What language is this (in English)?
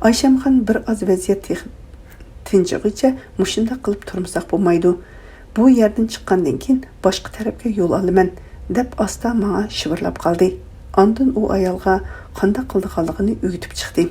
Uyghur